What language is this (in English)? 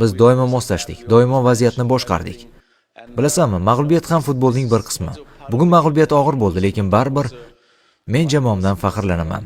Uzbek